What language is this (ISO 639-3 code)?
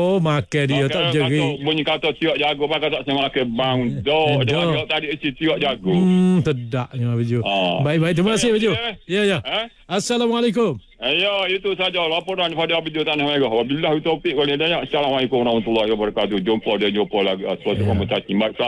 msa